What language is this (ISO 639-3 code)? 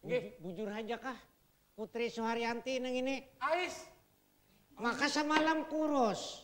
bjn